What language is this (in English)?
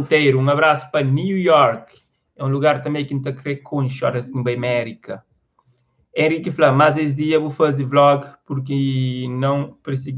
Kabuverdianu